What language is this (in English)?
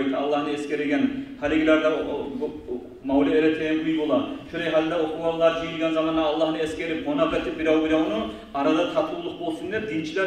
Kumyk